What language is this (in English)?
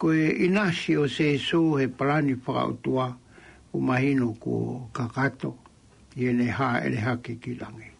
Tongan